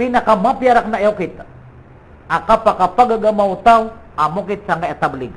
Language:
Maranao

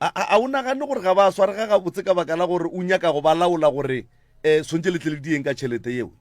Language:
Northern Sotho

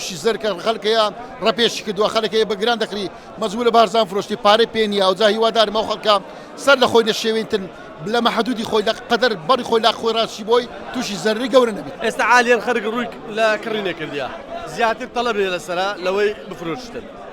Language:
Central Kurdish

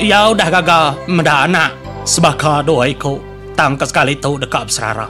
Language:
Iban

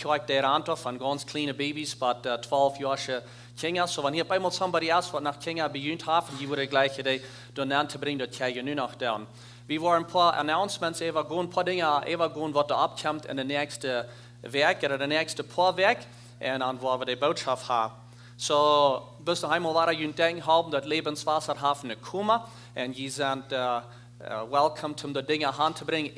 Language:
Plautdietsch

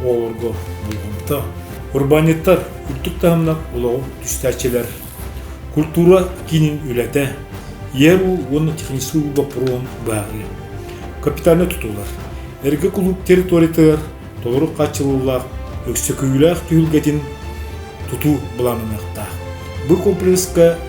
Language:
Yakut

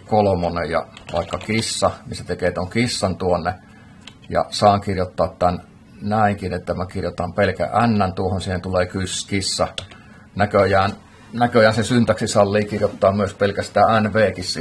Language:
Finnish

